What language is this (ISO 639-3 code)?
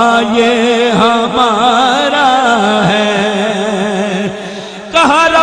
skr